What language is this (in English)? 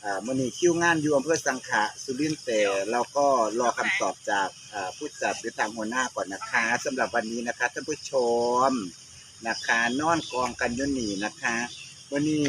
Northeastern Thai